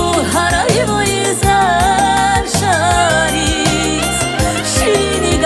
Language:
Tabassaran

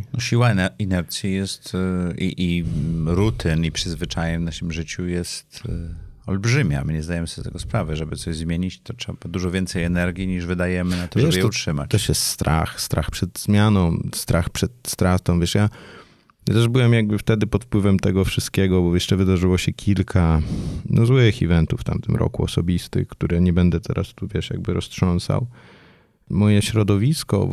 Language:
Polish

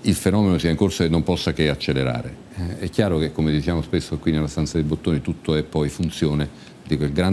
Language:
Italian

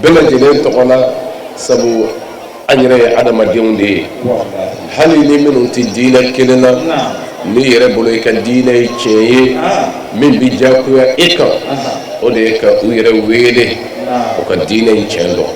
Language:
Bambara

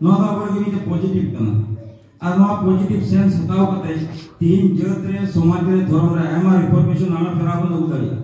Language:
Santali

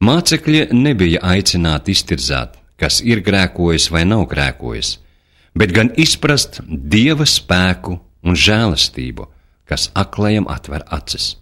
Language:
Latvian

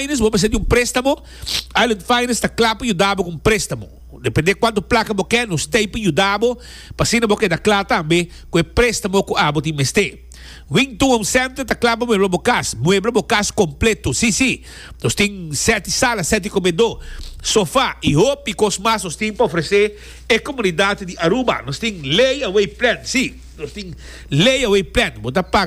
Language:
Papiamento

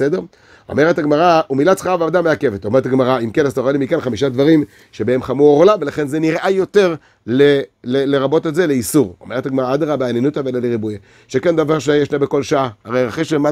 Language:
Hebrew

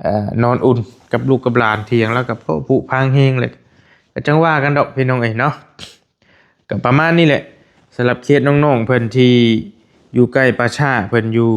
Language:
Lao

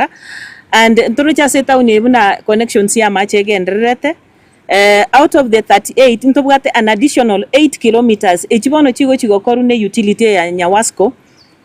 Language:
Gusii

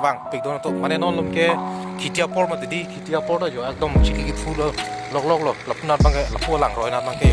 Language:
Karbi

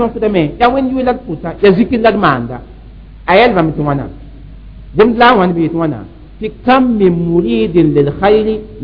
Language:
Mossi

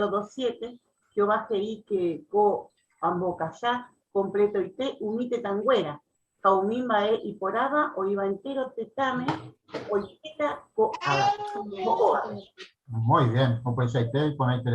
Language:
Guarani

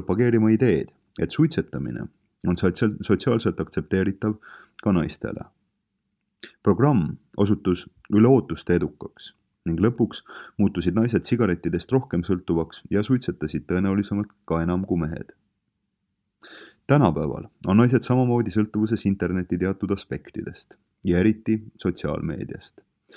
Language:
Estonian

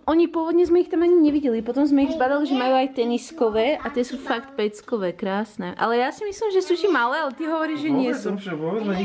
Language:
Slovak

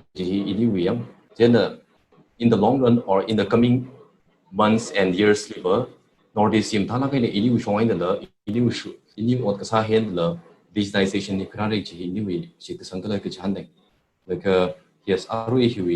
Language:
Tangkhul Naga (India)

